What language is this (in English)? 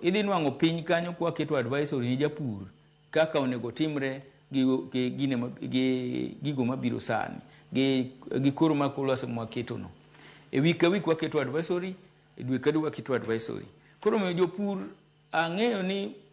Luo (Kenya and Tanzania)